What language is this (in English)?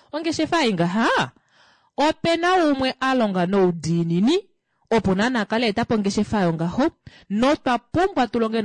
Kuanyama